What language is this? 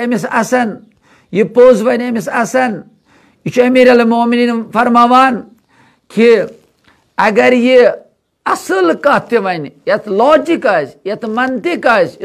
Kashmiri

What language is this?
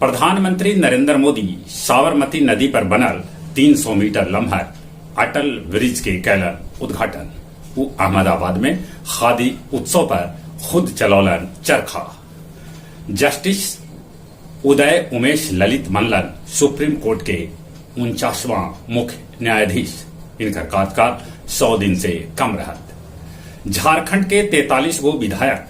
Magahi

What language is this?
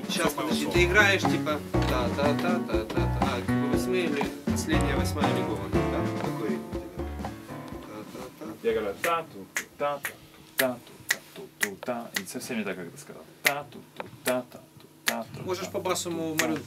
Russian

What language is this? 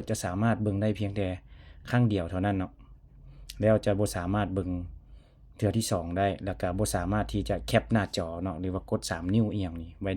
Lao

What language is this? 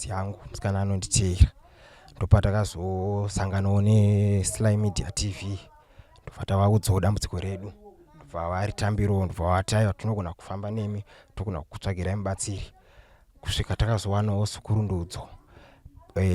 Shona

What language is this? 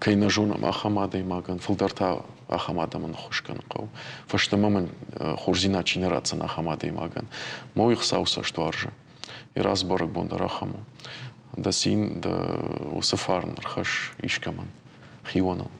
Ossetic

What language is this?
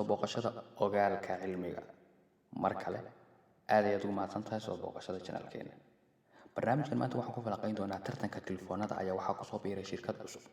Somali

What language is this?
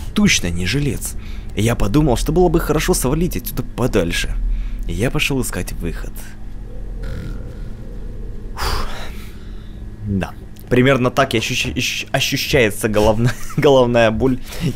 Russian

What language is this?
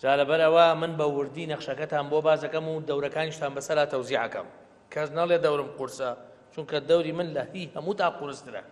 Central Kurdish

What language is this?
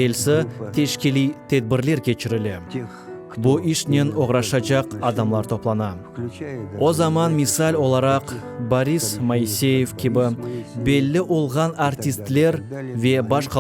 Crimean Tatar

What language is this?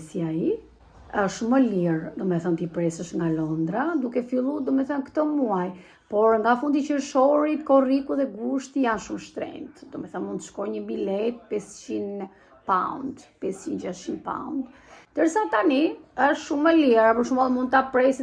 Albanian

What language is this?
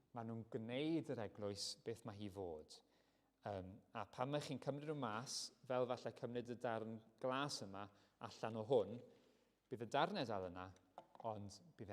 Welsh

